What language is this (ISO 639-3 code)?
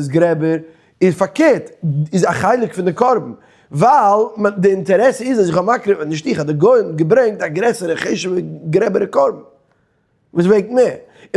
yid